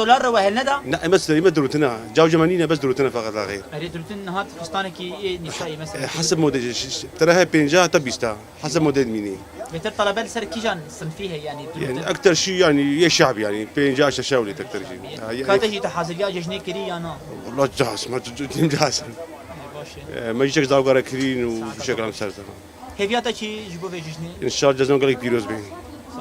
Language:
Kurdish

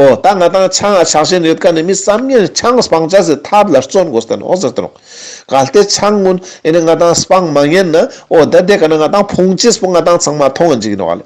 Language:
Ladakhi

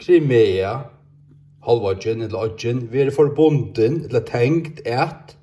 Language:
Faroese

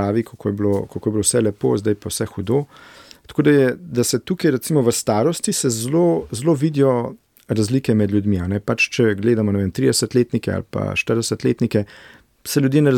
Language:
Slovenian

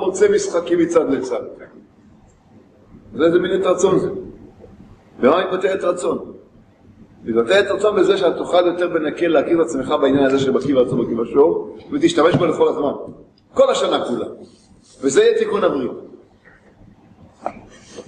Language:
Hebrew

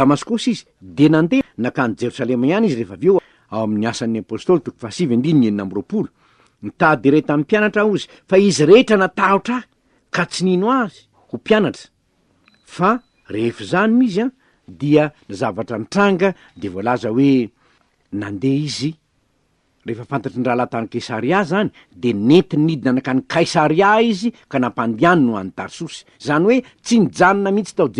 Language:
Malagasy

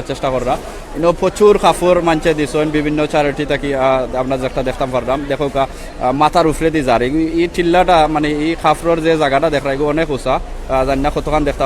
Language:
Sylheti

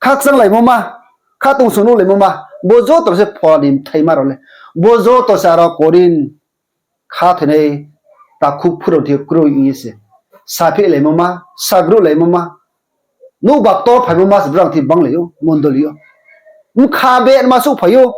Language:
Riang (India)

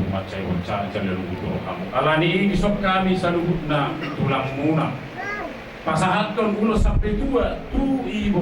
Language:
Batak Toba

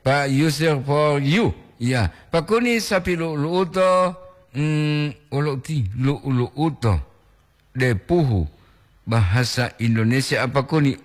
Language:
Gorontalo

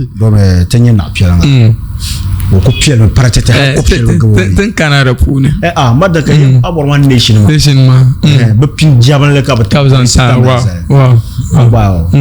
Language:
Dagbani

